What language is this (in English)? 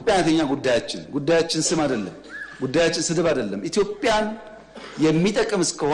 Amharic